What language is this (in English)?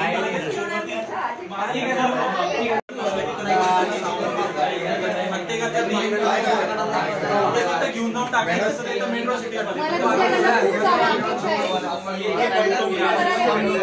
Marathi